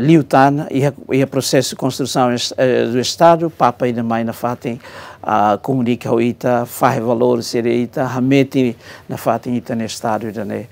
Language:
Tetum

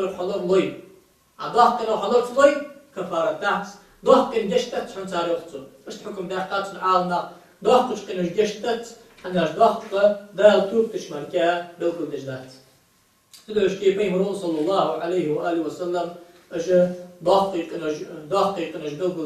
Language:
Ingush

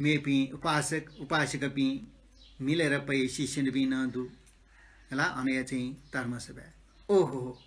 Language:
Newari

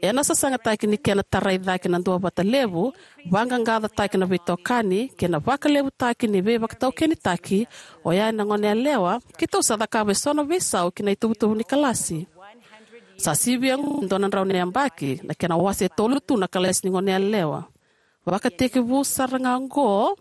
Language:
Fijian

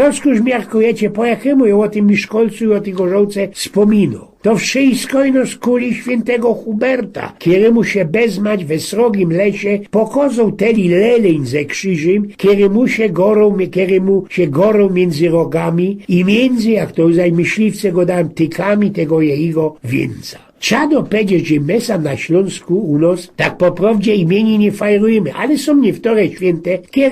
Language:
Silesian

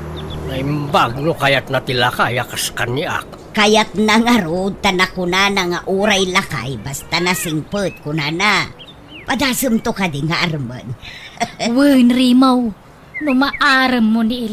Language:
Iloko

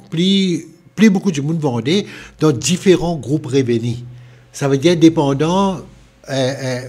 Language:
Morisyen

